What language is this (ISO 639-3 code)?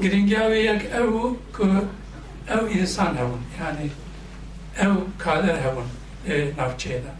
kur